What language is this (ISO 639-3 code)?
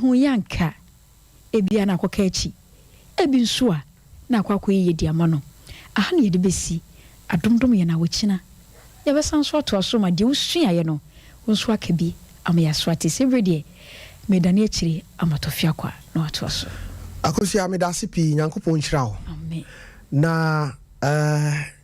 aka